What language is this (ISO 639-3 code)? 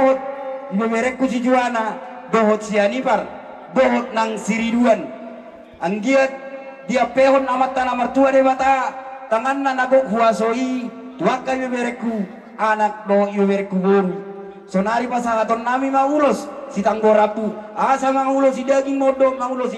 bbc